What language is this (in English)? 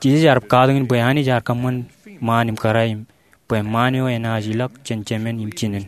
Marshallese